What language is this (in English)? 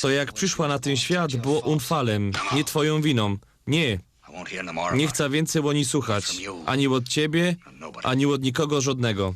Silesian